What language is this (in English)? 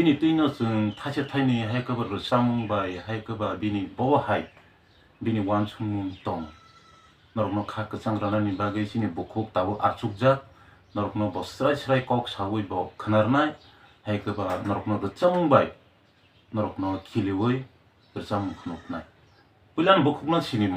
Kok Borok